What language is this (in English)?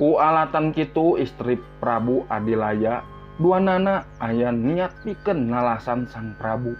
Sundanese